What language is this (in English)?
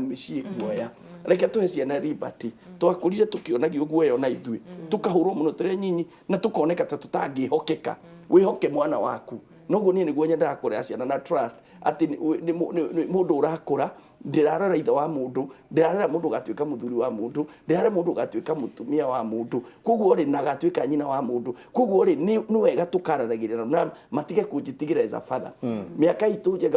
Kikuyu